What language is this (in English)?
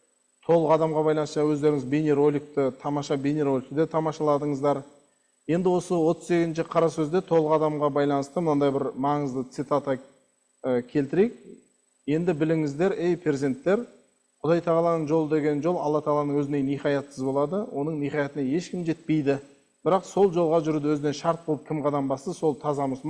Kazakh